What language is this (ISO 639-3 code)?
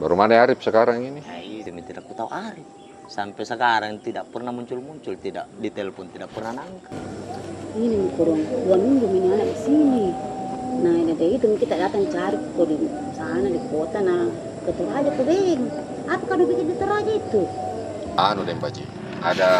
mfp